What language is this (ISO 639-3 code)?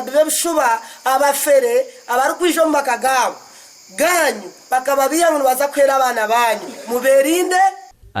nyn